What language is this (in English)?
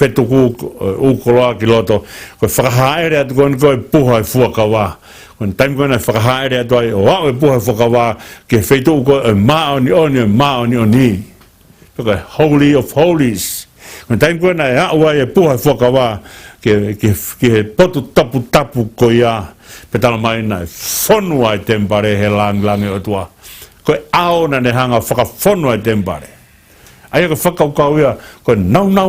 Tongan